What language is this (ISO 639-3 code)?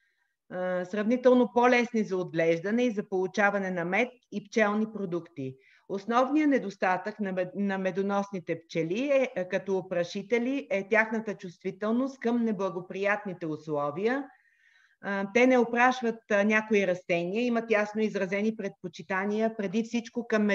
bul